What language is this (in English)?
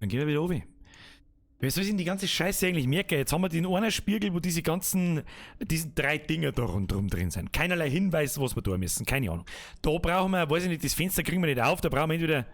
Bavarian